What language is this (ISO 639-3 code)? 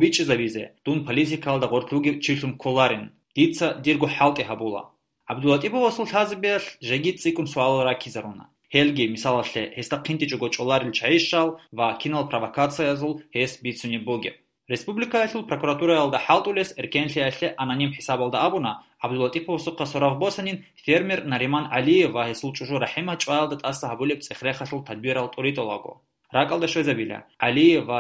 ava